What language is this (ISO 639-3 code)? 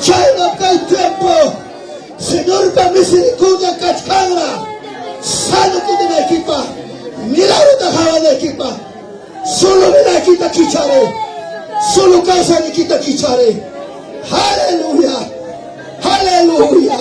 quy